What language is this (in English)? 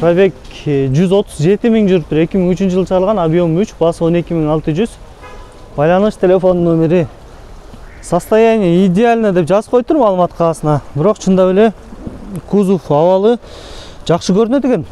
Kyrgyz